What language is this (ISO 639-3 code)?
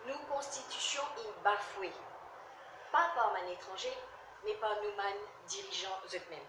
mfe